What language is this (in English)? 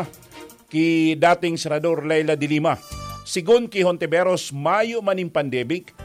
Bikol